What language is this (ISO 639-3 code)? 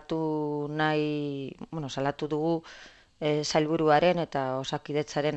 eus